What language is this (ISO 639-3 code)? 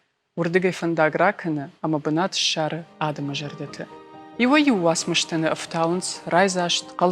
oss